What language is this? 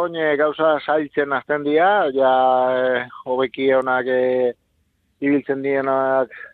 Basque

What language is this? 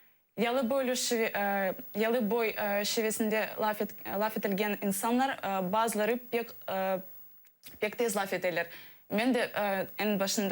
Crimean Tatar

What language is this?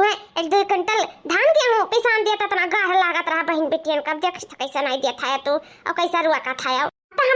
Awadhi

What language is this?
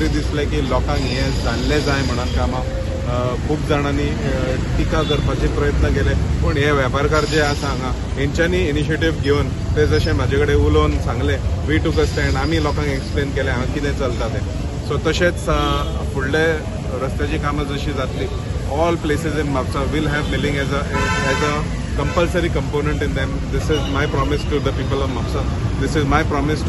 Konkani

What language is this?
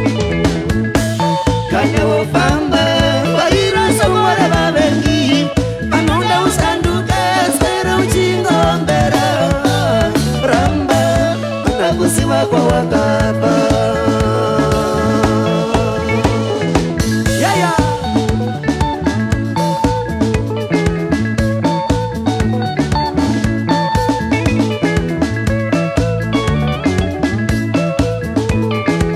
Shona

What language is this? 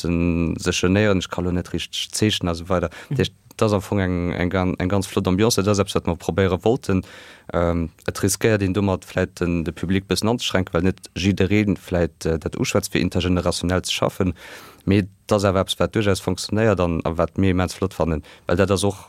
Luxembourgish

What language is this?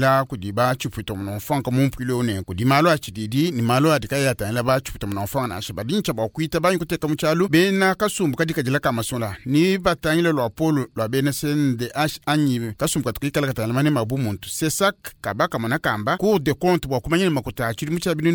Luba-Lulua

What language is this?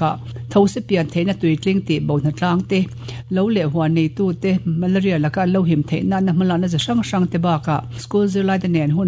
Mizo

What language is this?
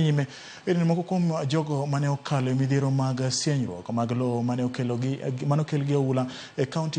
Luo (Kenya and Tanzania)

